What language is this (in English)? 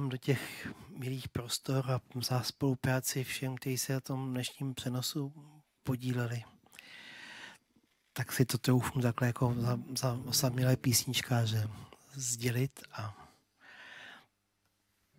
Czech